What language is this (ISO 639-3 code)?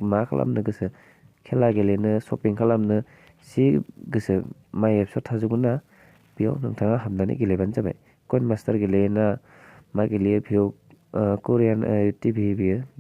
brx